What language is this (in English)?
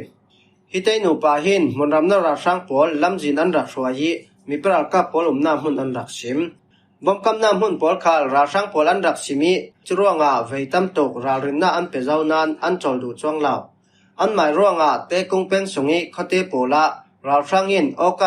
Falam Chin